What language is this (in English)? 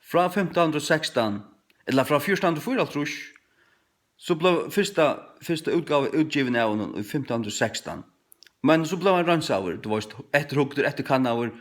Faroese